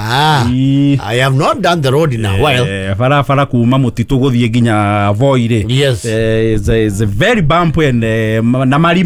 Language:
Kikuyu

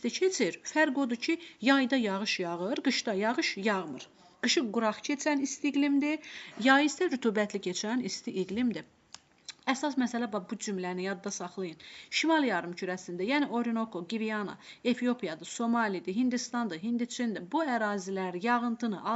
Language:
Azerbaijani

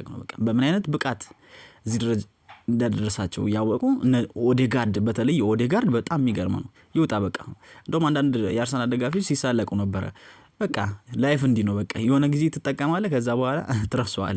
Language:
Amharic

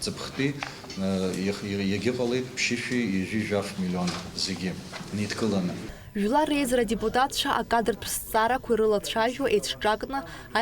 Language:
Abkhazian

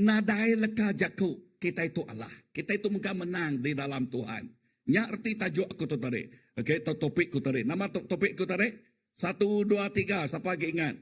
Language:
Iban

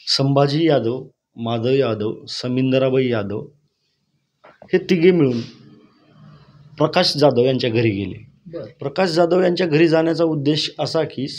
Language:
Marathi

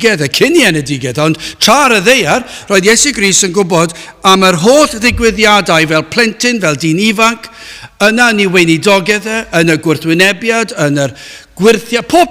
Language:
Welsh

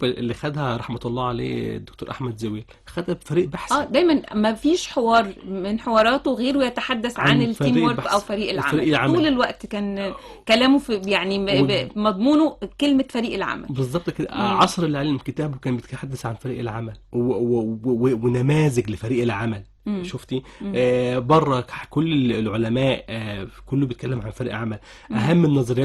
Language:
Egyptian Arabic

